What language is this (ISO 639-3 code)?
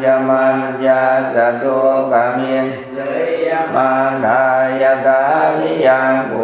pli